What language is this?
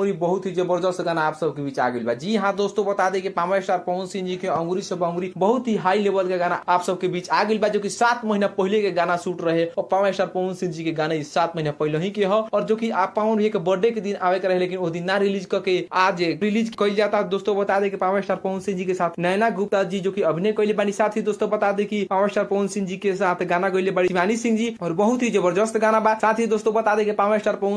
Bhojpuri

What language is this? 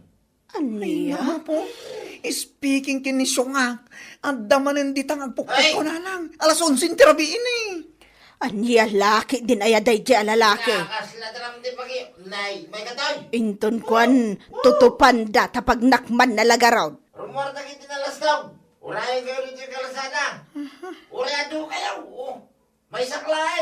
Iloko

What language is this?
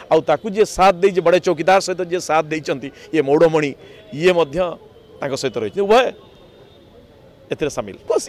Odia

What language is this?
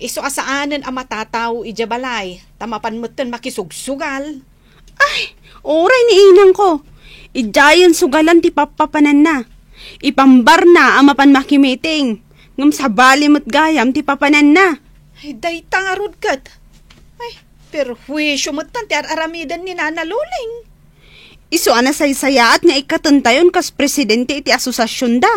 Iloko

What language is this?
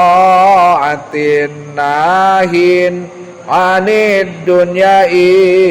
Sundanese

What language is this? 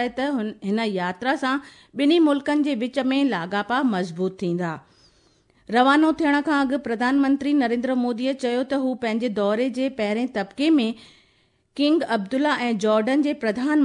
Sindhi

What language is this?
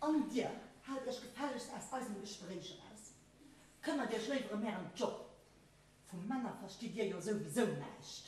Luxembourgish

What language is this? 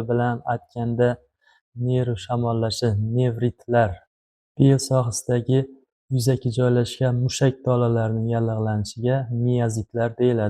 Uzbek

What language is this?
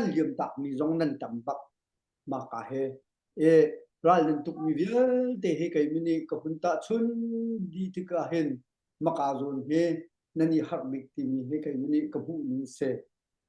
Hakha Chin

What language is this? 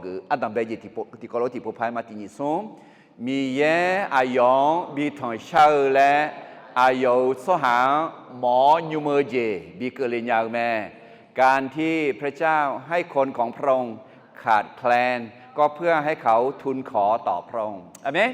Akha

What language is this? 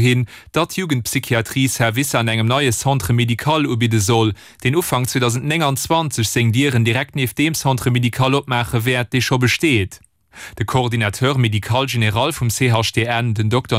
Luxembourgish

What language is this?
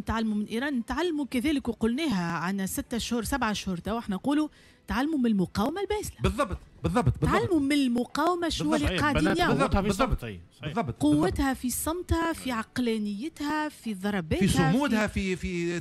Tunisian Arabic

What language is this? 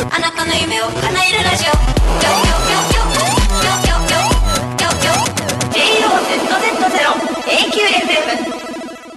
Japanese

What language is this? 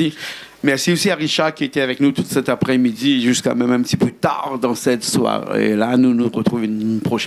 Réunion Creole French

